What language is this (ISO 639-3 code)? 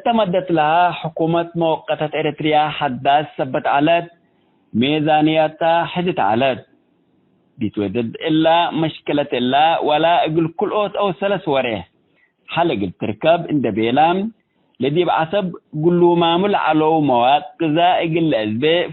tig